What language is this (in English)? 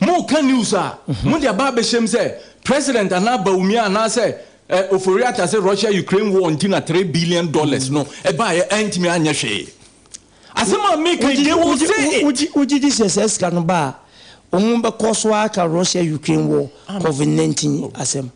Akan